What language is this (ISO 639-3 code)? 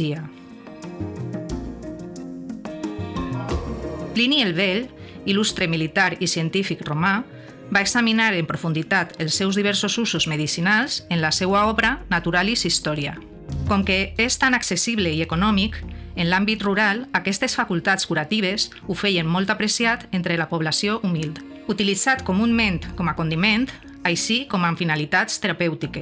cat